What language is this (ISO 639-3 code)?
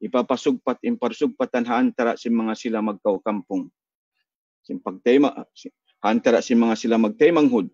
tsg